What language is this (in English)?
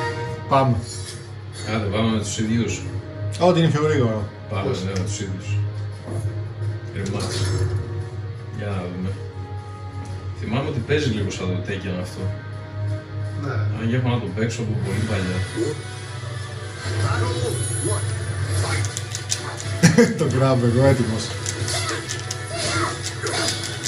Greek